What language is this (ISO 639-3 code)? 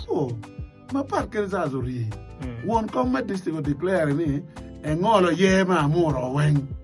ach